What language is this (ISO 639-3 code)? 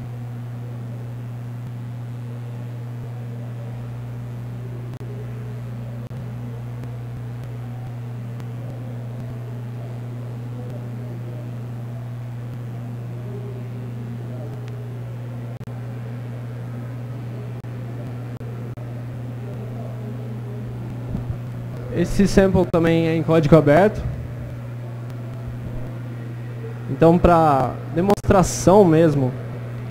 por